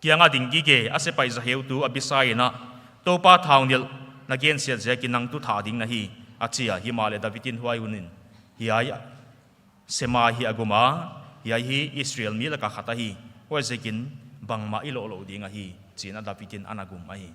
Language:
Paite Chin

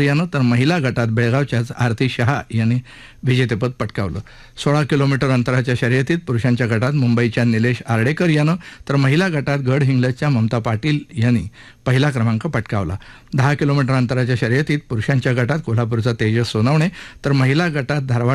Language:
Marathi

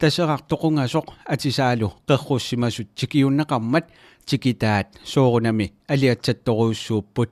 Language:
Kalaallisut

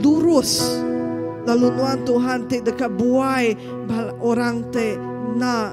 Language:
Iban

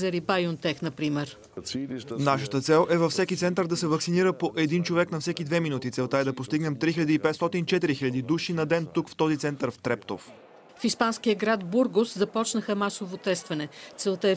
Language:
Bulgarian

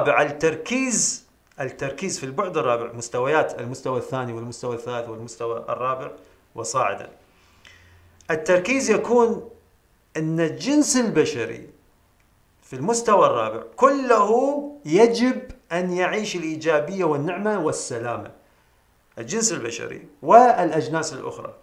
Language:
Arabic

